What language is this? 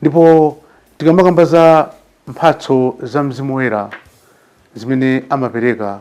Nyanja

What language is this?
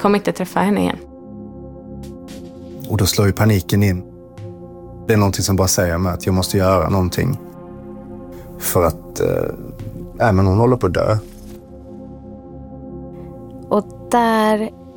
Swedish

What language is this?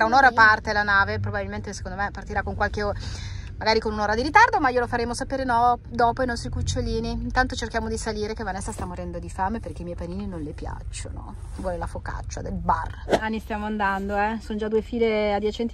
Italian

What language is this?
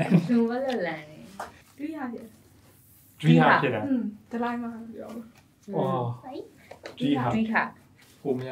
Burmese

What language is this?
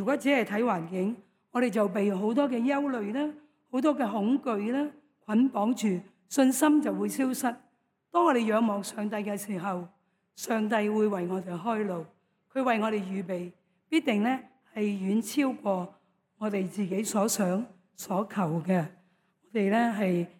Cantonese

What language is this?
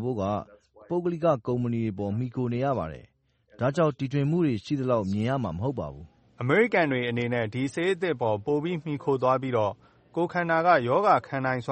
Burmese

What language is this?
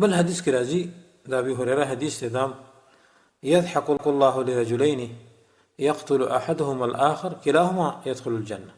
Pashto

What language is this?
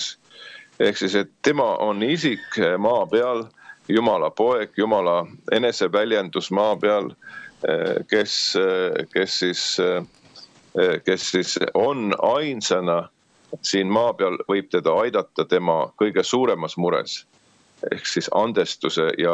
Estonian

